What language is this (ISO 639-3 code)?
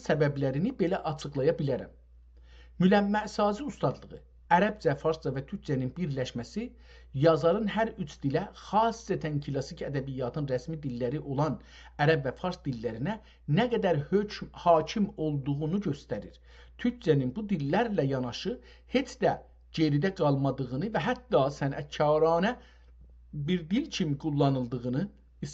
azb